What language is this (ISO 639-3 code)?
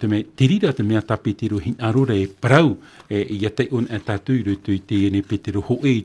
tah